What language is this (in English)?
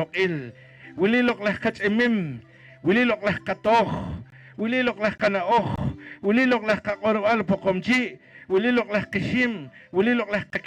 Poqomchi'